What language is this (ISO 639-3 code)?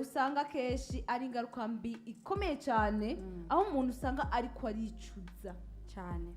run